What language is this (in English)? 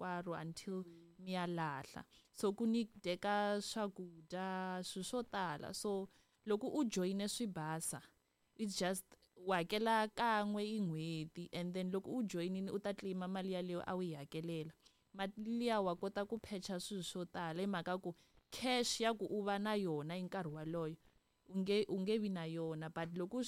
Tsonga